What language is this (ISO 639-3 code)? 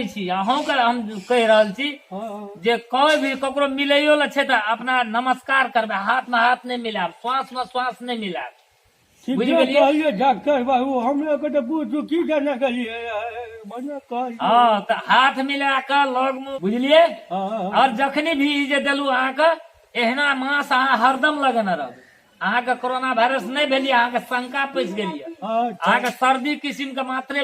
mai